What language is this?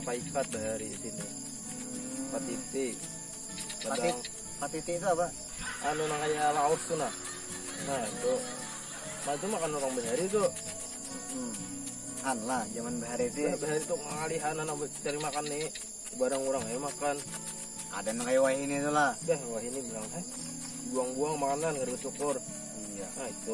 Banjar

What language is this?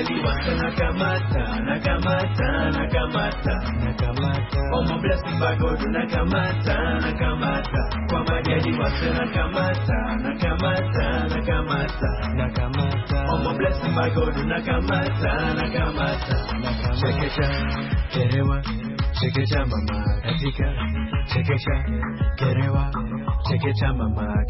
Swahili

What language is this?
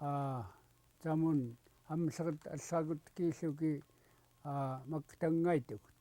Central Yupik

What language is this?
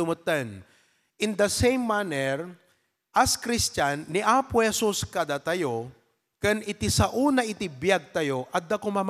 Iloko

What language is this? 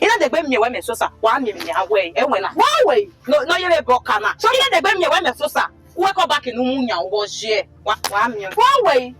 Bini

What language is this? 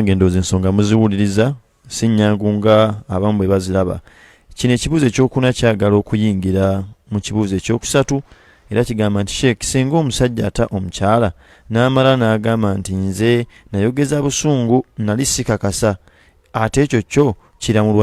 Ganda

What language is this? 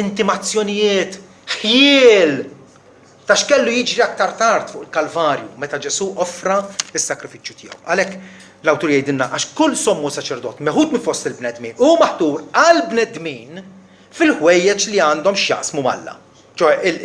Maltese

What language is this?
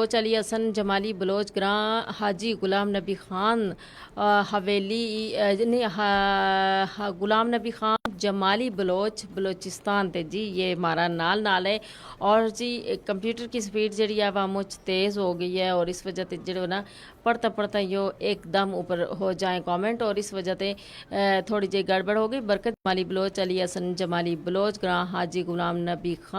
Gujari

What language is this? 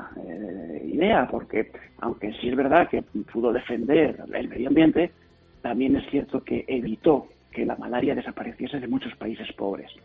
Spanish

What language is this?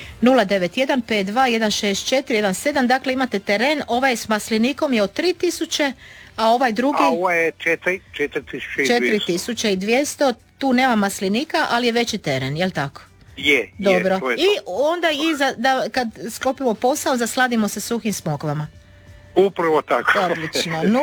Croatian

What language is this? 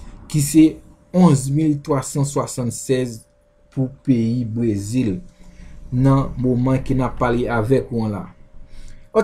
Haitian Creole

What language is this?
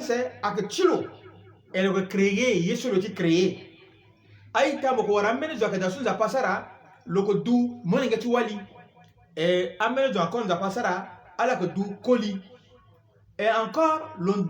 Sango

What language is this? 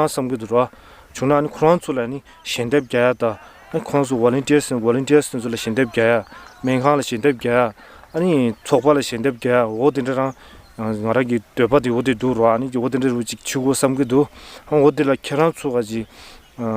Tibetan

